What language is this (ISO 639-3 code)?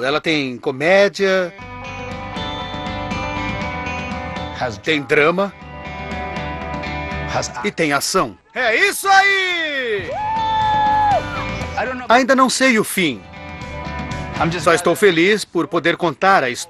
por